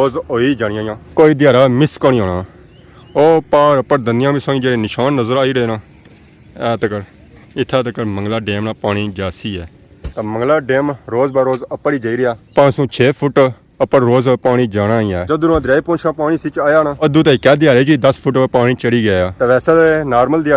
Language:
Pahari-Potwari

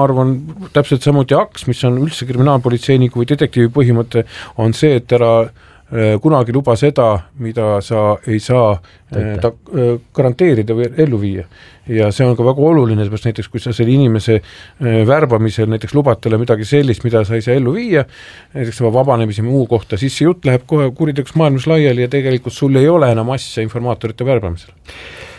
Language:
Estonian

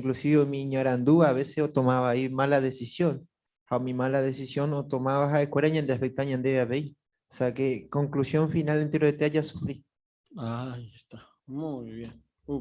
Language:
Guarani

